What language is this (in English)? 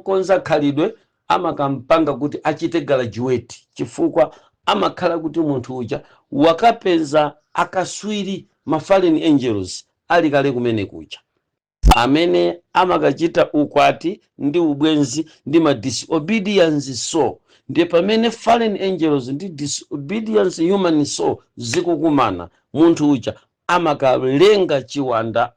Nyanja